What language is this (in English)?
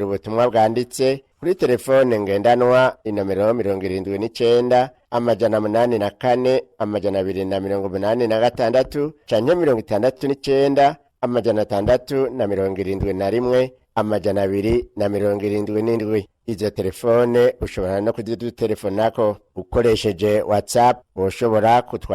Rundi